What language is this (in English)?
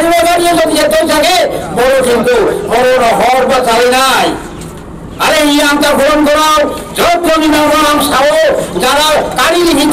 Riang (India)